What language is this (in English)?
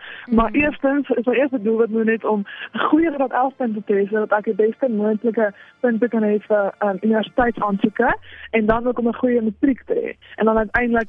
Afrikaans